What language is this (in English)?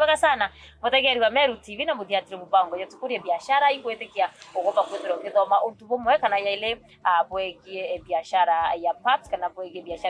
Meru